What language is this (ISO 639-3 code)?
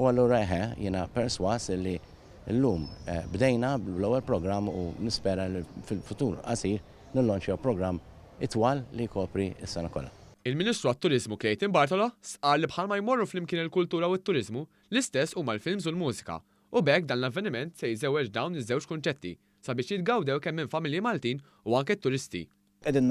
mlt